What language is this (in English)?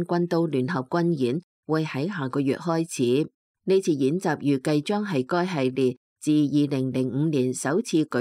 Cantonese